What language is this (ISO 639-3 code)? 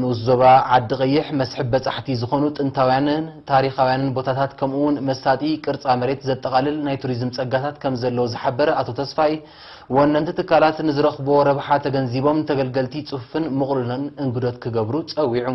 tir